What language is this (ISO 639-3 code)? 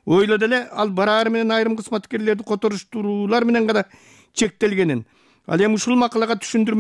kir